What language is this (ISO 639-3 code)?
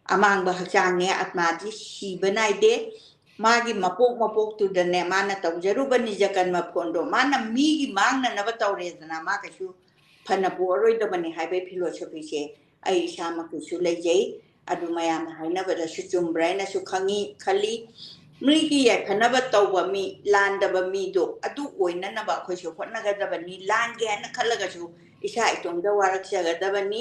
mni